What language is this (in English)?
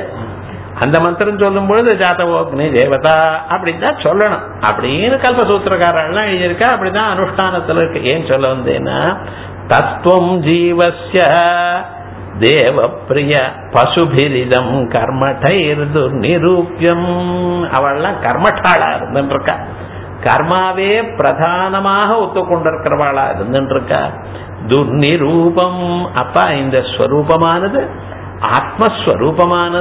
Tamil